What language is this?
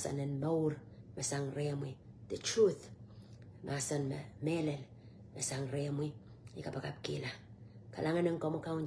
Pohnpeian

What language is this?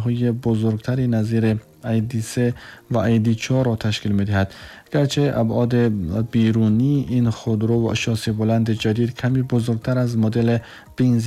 Tajik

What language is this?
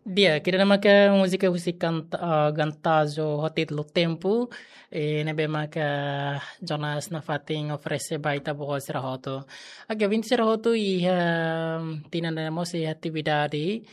Tetum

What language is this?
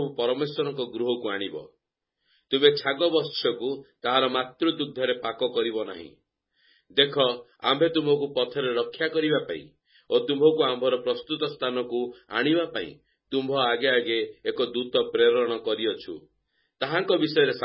Odia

